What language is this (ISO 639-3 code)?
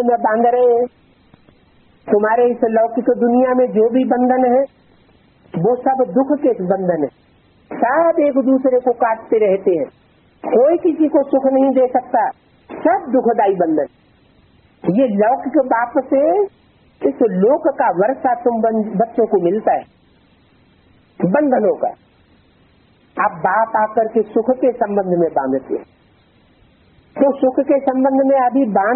hin